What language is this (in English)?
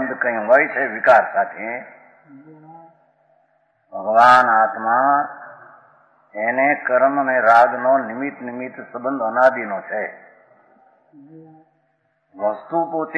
Gujarati